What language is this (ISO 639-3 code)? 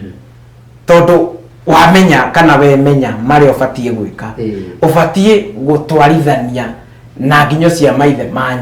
kik